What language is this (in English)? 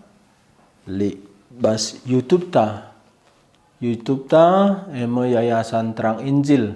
Batak Karo